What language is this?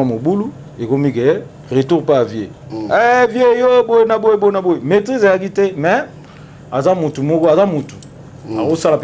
Lingala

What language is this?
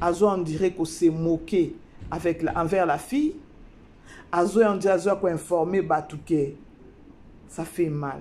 Lingala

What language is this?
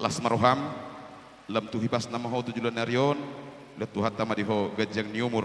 Batak Toba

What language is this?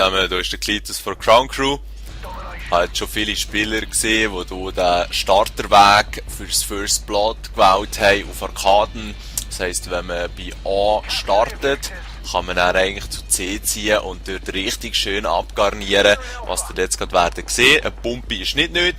Swiss German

